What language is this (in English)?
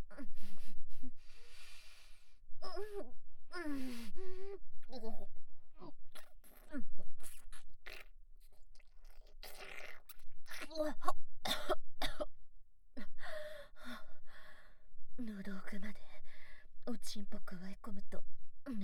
Japanese